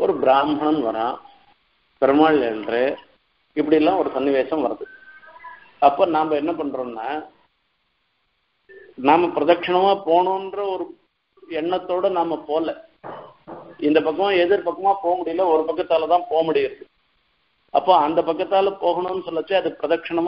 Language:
Tamil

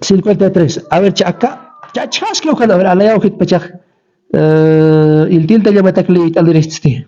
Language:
Aymara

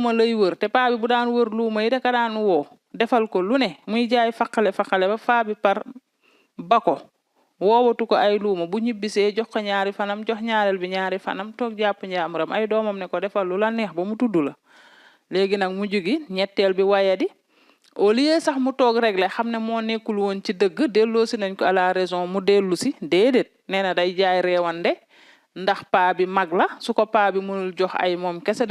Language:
Wolof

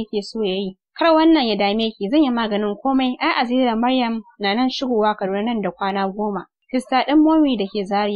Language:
Hausa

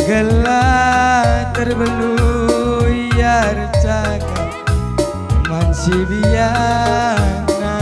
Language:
Batak Karo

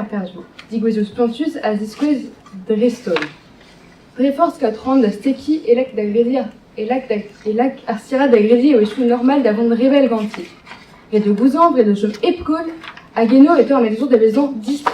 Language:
Breton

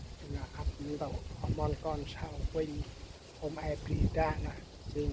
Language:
Central Mnong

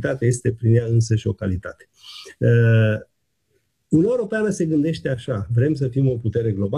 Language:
Romanian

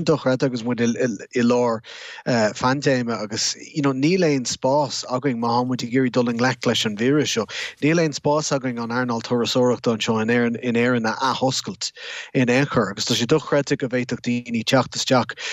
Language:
Irish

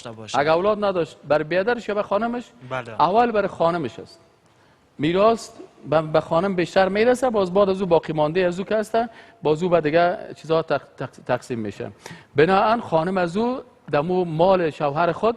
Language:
Persian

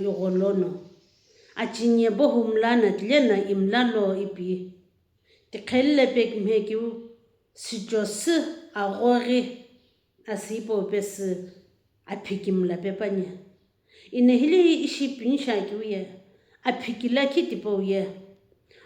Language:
Sumi Naga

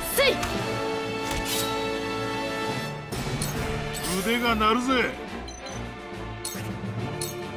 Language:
Japanese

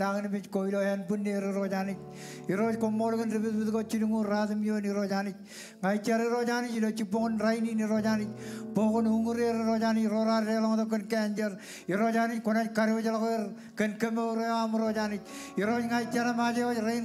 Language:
Marshallese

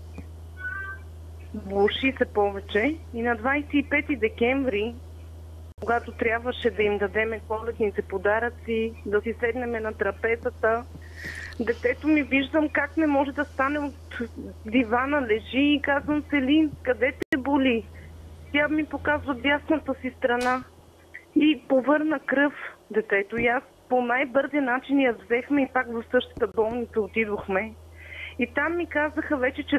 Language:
Bulgarian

